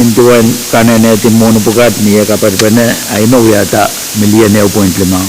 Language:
Pohnpeian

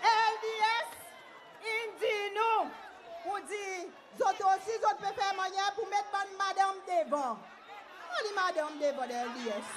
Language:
Seselwa Creole French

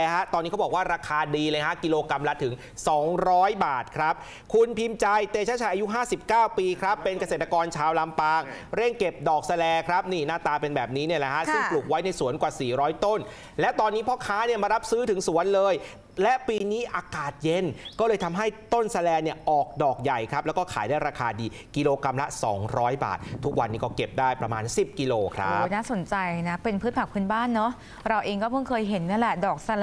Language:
Thai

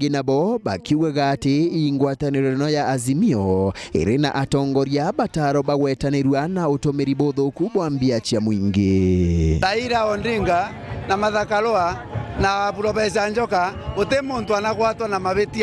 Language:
Meru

